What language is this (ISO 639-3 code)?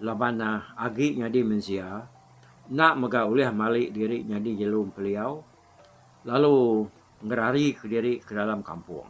iba